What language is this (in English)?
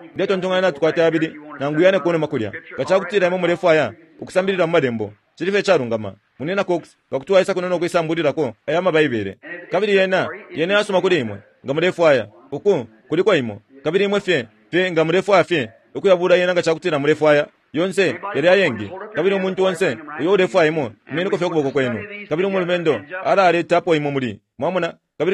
Bemba